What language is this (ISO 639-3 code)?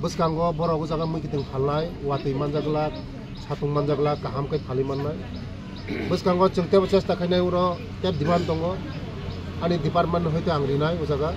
trp